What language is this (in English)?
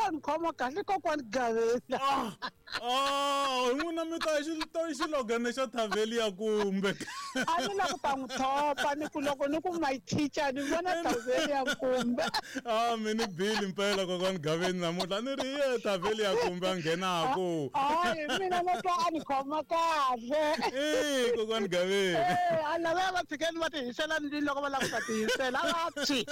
Tsonga